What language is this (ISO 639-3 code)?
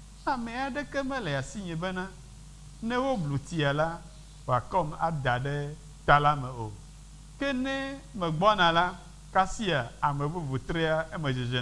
ewe